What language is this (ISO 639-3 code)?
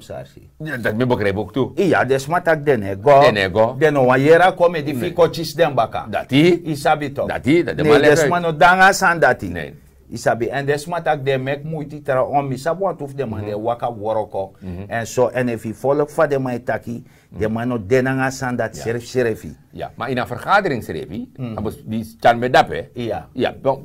srn